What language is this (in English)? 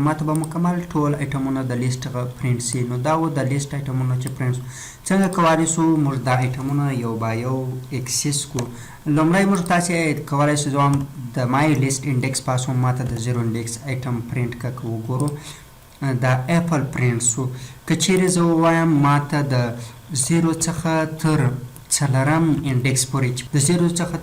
Pashto